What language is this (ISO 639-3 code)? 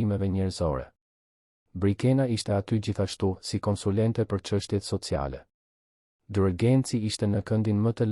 sqi